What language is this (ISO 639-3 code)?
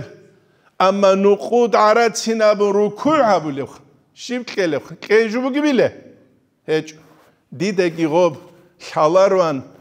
ava